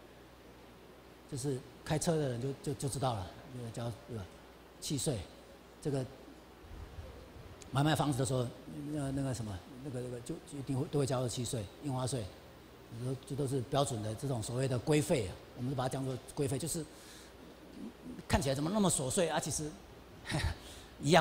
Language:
Chinese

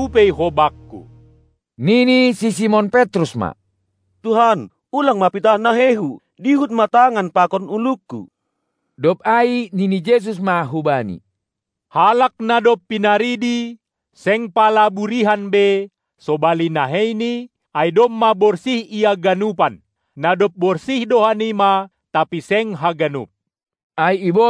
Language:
Batak Simalungun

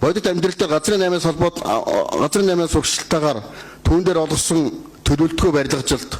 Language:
Mongolian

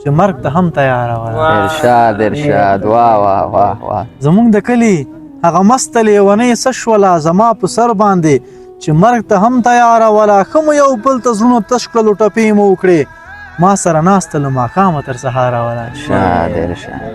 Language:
Pashto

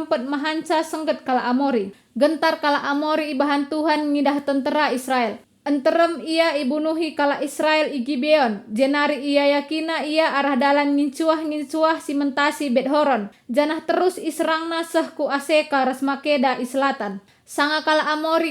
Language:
Batak Karo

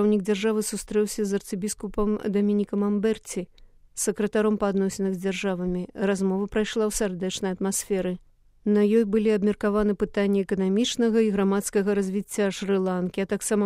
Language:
Belarusian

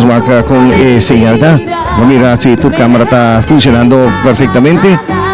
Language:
Papiamento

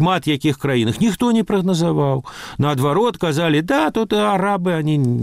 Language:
Belarusian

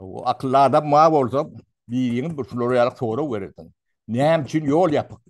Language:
Turkmen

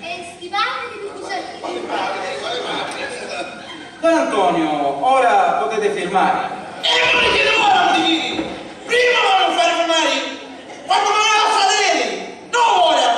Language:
Sicilian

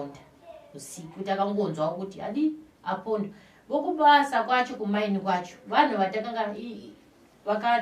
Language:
Shona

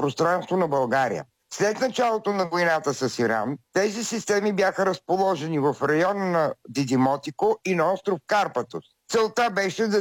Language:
Bulgarian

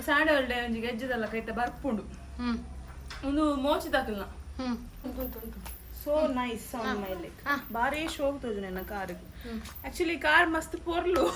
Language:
Tulu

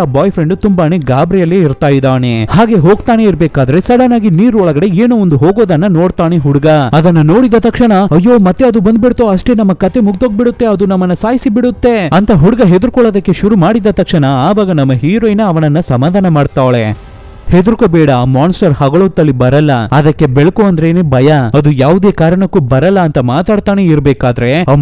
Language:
Kannada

